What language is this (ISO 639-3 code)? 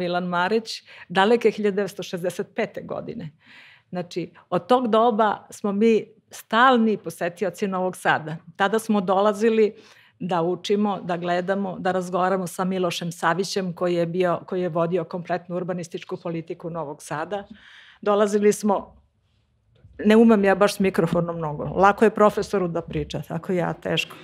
srp